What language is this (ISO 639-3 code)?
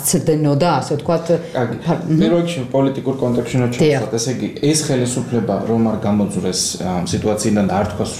kat